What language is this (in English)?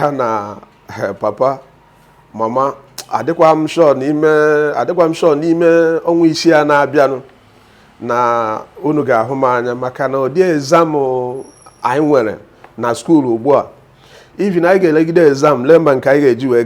Igbo